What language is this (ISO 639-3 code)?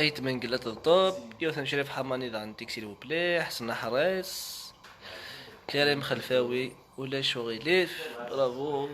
kab